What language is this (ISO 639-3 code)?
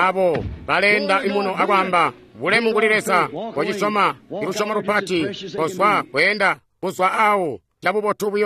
toi